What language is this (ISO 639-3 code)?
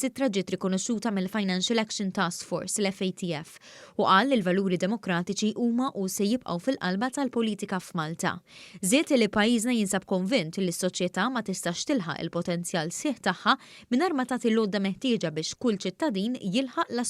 mlt